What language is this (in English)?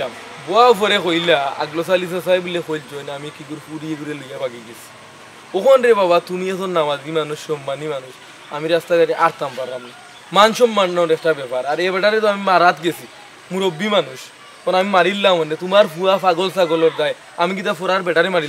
Sylheti